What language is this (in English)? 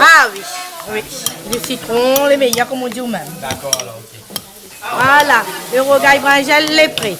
Réunion Creole French